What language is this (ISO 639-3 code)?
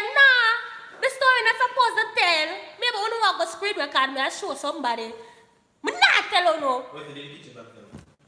jam